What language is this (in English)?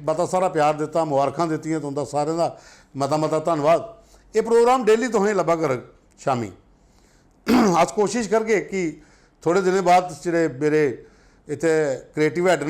Dogri